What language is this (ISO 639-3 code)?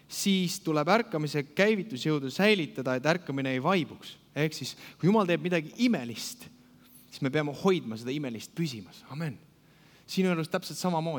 est